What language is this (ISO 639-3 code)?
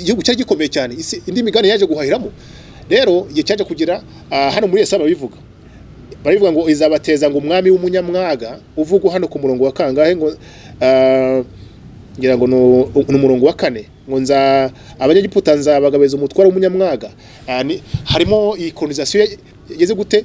kin